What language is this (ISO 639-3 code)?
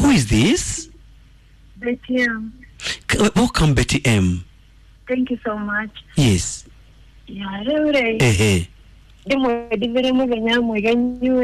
kik